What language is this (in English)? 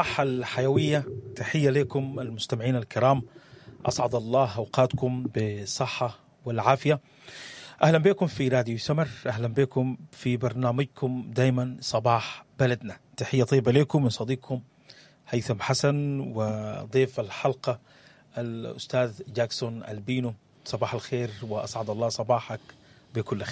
Sudanese Arabic